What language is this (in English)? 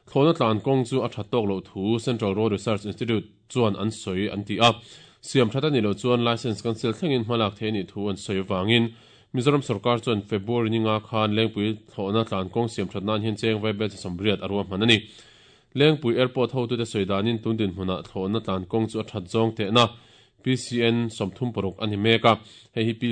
Mizo